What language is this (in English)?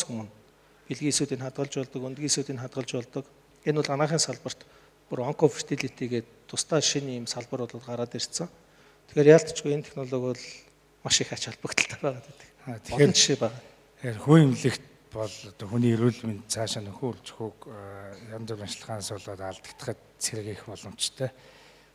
Mongolian